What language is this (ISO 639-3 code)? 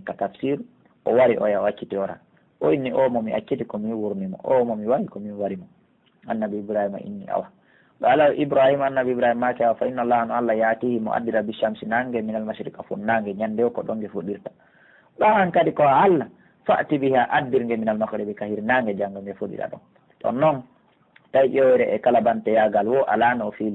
fuf